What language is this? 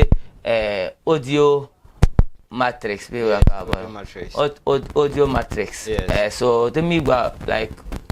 Dagbani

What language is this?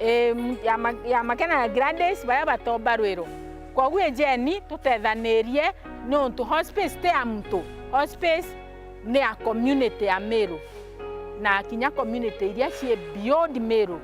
Meru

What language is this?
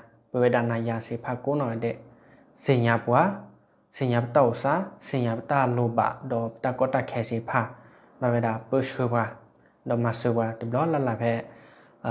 S'gaw Karen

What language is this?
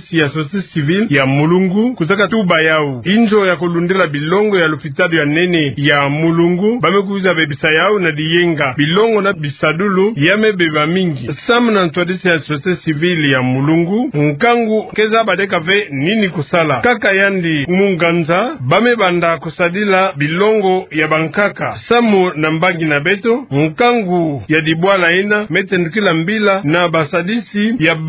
Kituba (Democratic Republic of Congo)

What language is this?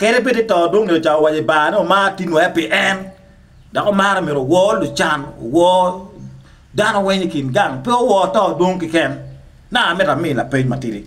Acoli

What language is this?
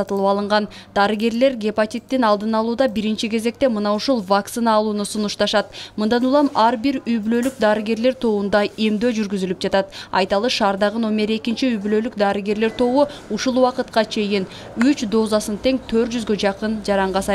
Kyrgyz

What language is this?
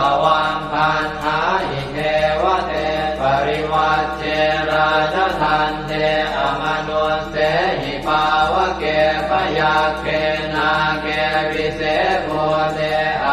Pali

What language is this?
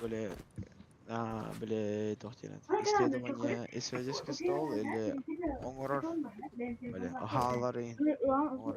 Yakut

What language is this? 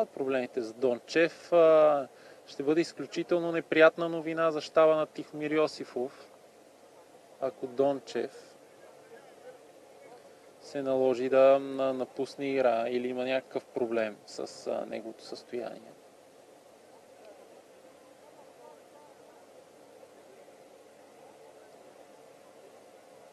Bulgarian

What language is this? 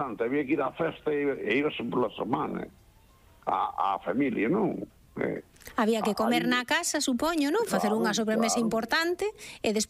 Galician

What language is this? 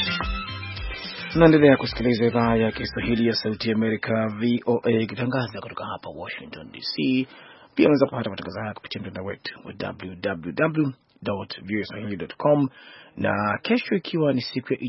Swahili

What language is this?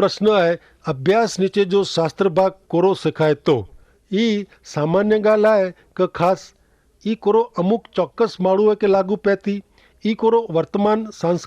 Kachhi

